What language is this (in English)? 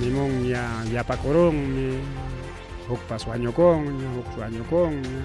Ayacucho Quechua